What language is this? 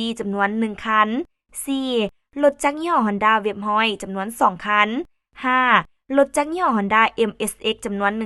Lao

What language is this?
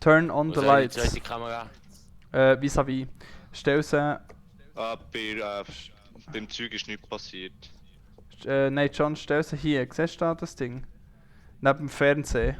Swiss German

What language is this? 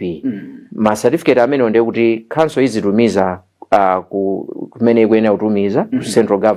Nyanja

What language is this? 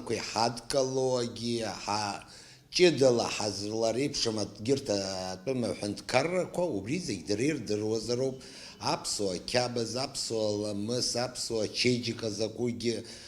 Abkhazian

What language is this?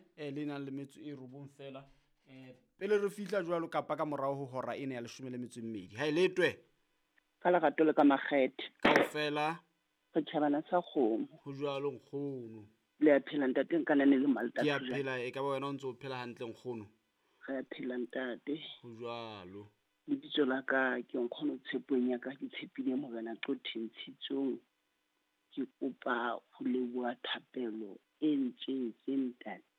Southern Sotho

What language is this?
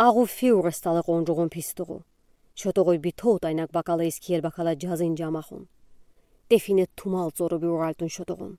Udi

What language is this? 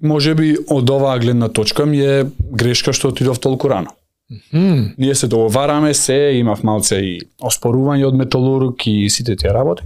Macedonian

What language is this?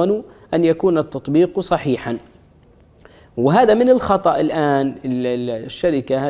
Arabic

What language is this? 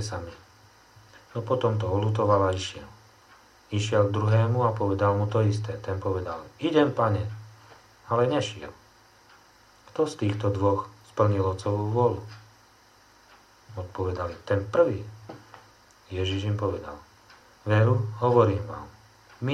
Slovak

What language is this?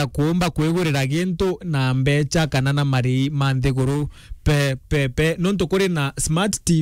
Meru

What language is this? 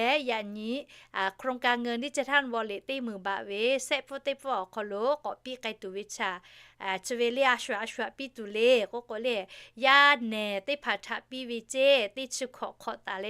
Lahu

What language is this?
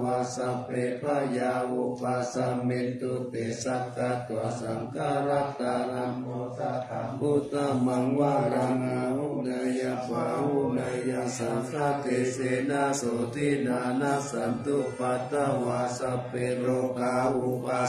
Pali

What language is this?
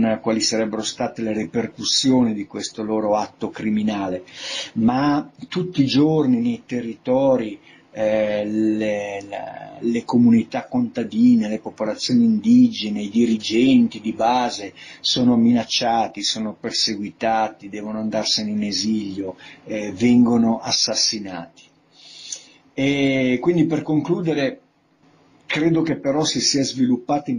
Italian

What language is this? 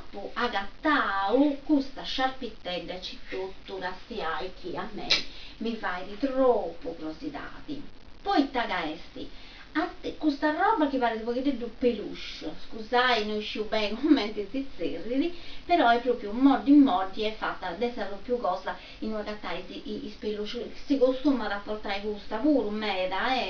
Sardinian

